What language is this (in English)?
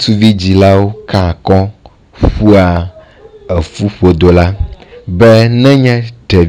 Ewe